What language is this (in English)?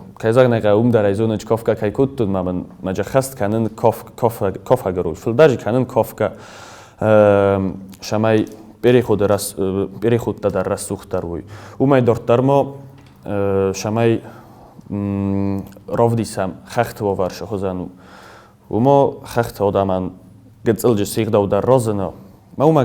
Ossetic